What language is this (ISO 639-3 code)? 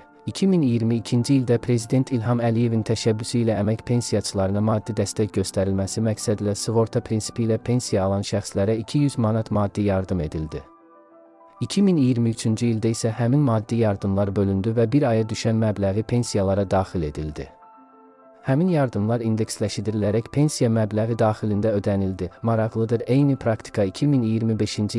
aze